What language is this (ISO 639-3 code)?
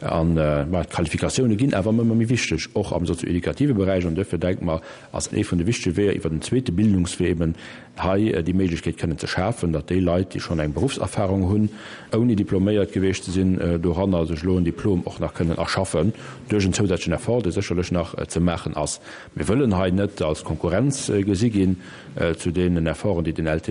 ltz